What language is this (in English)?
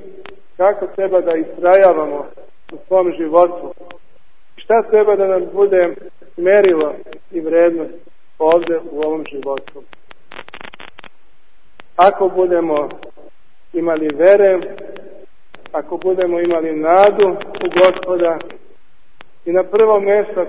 Serbian